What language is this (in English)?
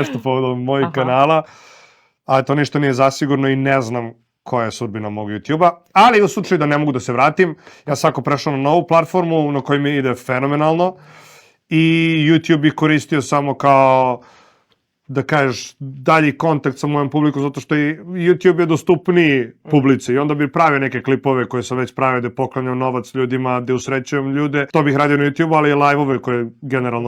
Macedonian